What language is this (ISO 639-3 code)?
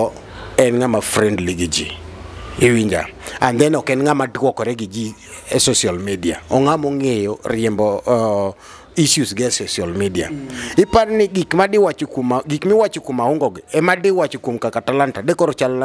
luo